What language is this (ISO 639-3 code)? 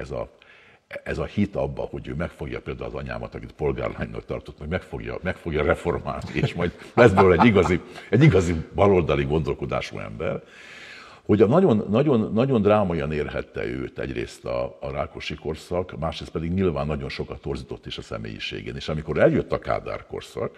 hun